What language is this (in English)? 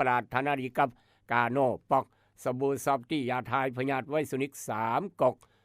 Lao